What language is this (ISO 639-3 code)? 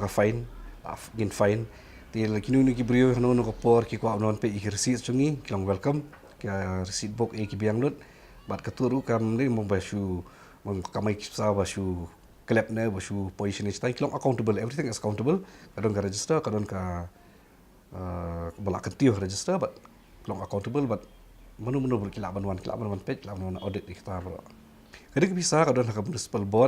kha